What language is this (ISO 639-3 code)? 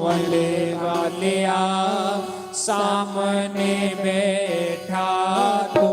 doi